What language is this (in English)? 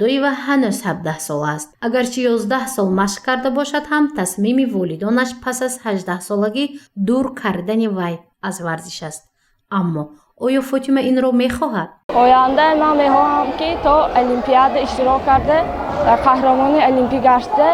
Tajik